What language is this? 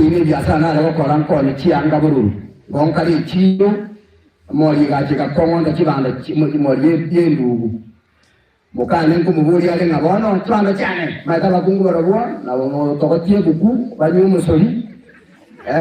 Gusii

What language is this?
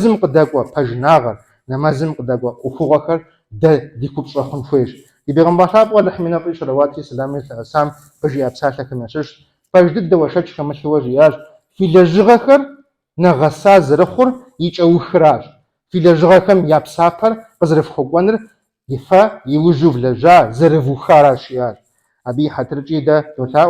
Kabardian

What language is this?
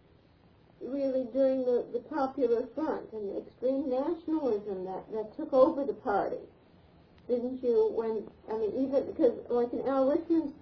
English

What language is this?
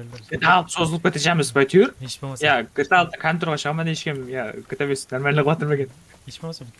Kara-Kalpak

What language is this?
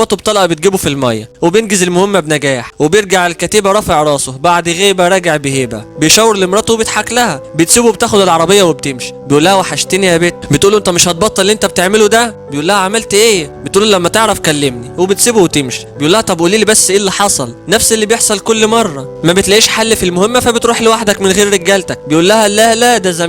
Egyptian Arabic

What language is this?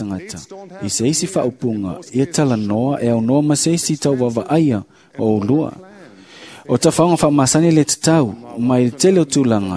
Samoan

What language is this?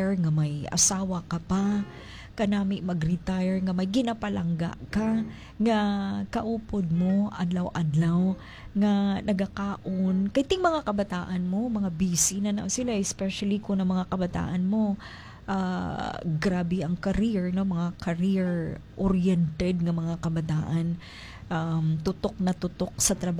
Hiligaynon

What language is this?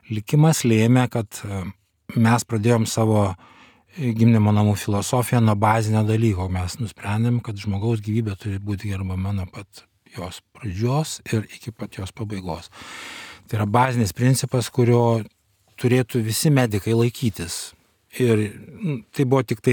Lithuanian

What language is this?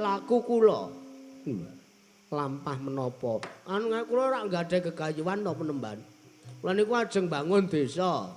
Javanese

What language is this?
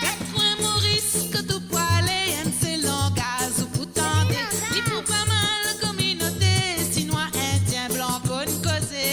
Morisyen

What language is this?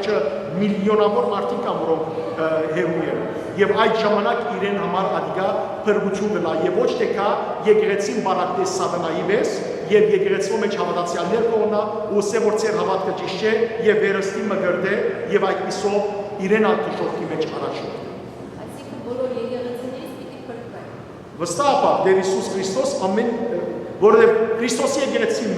Western Armenian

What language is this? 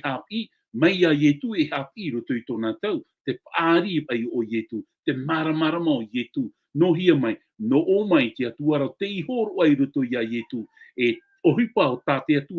Tahitian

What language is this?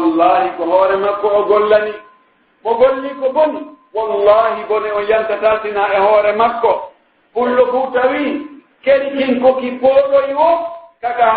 Pular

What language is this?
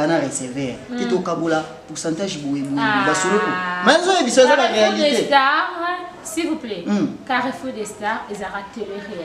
Lingala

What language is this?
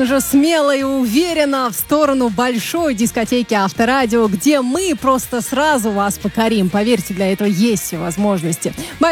Russian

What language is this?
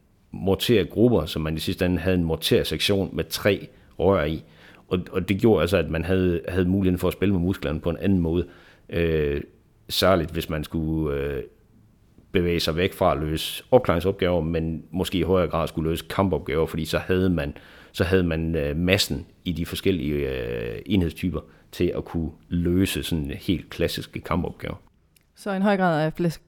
Danish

